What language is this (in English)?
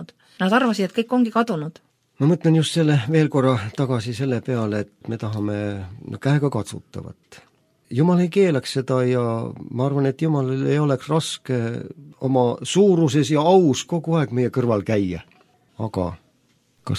Estonian